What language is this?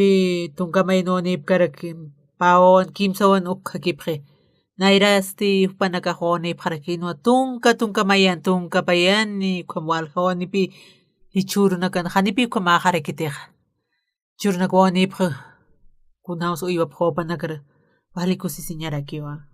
Aymara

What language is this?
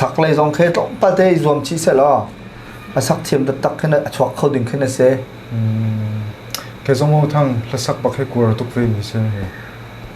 Hakha Chin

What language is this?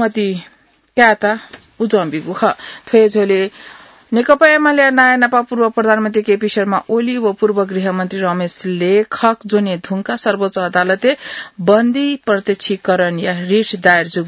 Newari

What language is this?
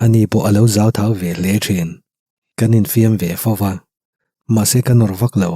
Mizo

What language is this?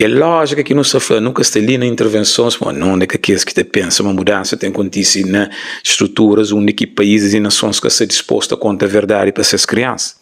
Kabuverdianu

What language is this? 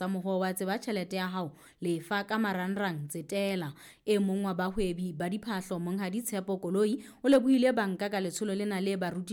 Southern Sotho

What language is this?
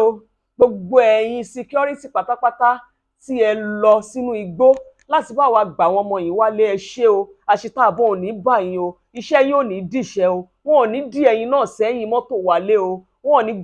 Yoruba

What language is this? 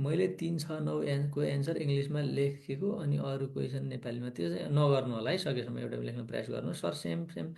Nepali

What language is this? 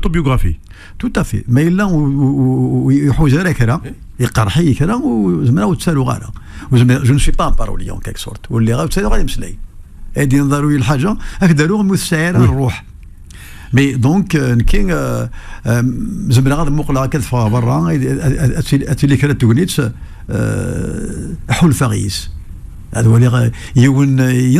Kabyle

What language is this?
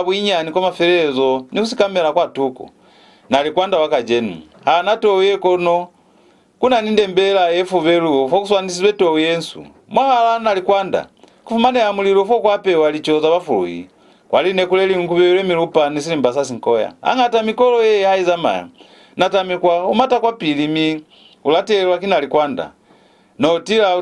Lozi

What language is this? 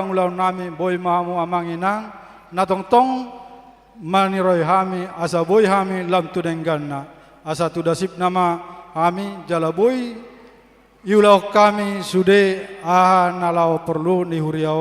Batak Toba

